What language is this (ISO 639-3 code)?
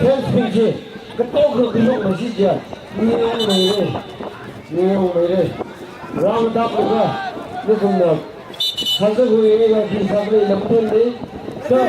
nmf